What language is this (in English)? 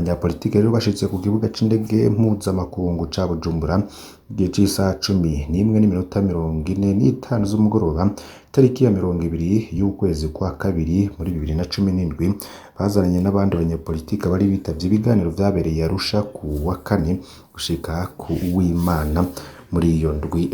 Rundi